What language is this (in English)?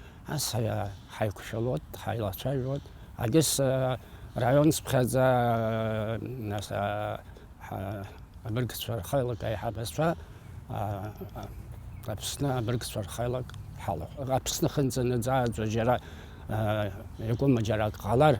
Abkhazian